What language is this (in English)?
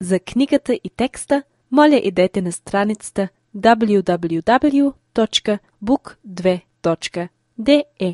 Albanian